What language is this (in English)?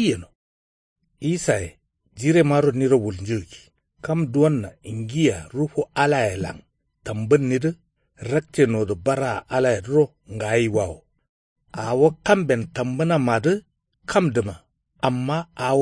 Kanuri